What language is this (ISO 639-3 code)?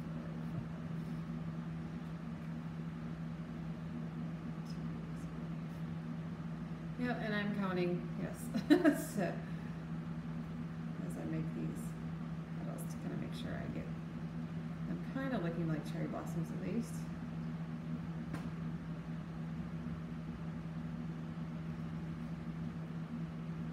eng